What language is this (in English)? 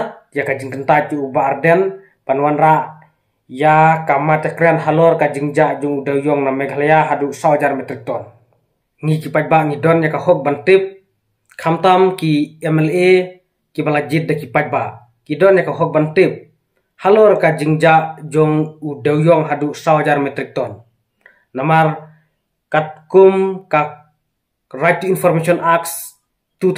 Khasi